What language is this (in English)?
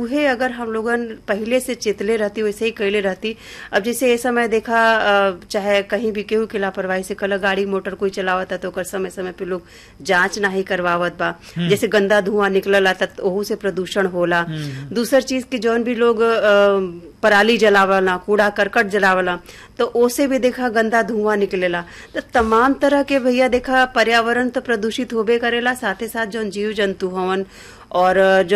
Bhojpuri